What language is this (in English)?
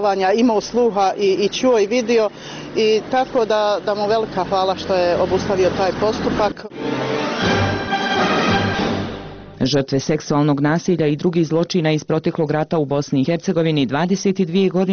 Bosnian